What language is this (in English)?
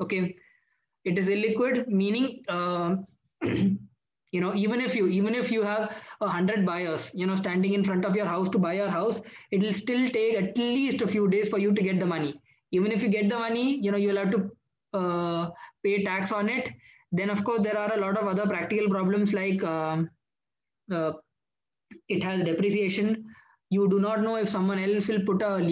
English